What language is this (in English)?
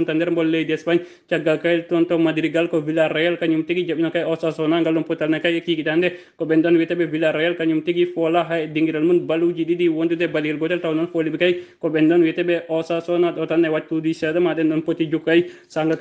Fula